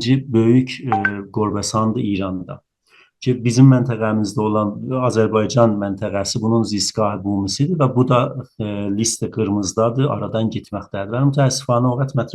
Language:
South Azerbaijani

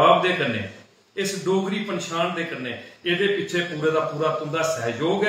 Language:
Dogri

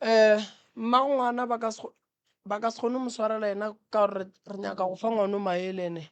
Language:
Northern Sotho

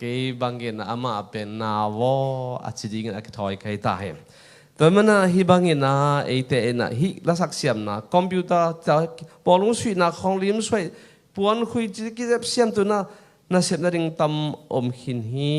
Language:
Tedim Chin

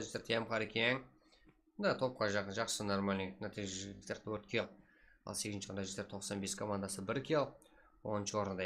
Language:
Kara-Kalpak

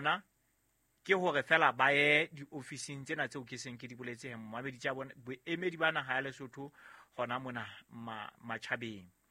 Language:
Southern Sotho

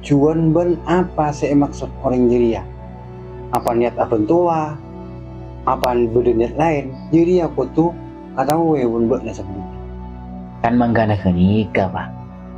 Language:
Madurese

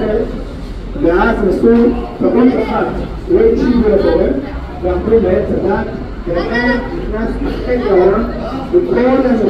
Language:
Hebrew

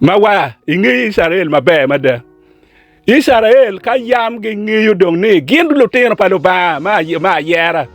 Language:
Acoli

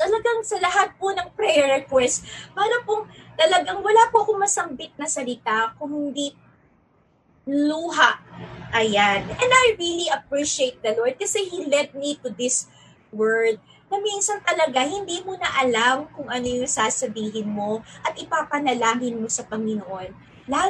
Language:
Filipino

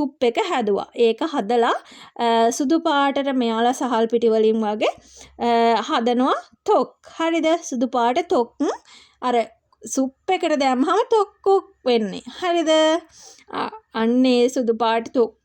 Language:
Sinhala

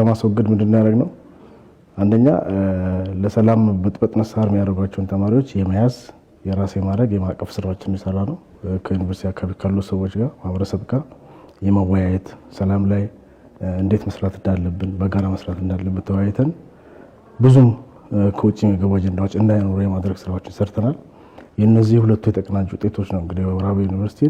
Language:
Amharic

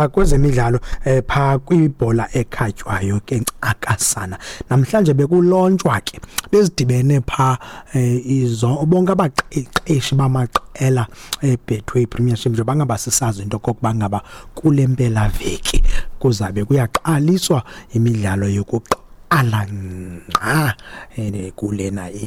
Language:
Xhosa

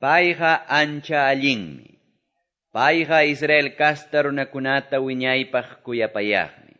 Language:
Quechua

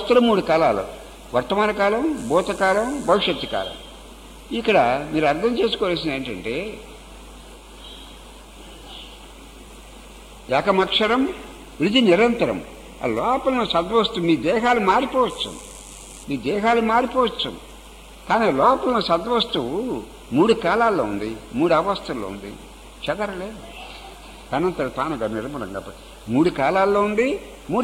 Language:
Telugu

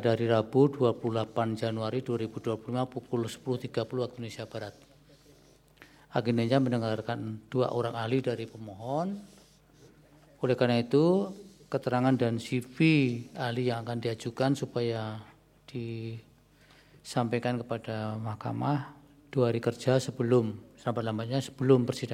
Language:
Indonesian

